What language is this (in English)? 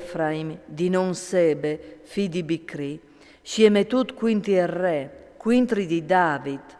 Friulian